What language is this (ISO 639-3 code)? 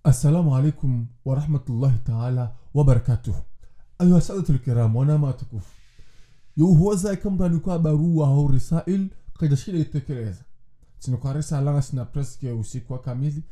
zdj